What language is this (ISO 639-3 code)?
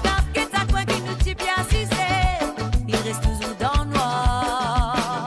mfe